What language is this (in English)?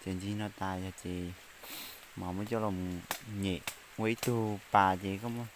Hmong